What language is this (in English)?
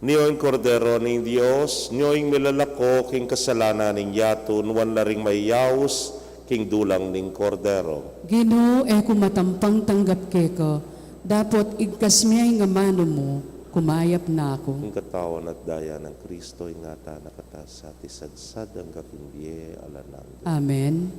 Pampanga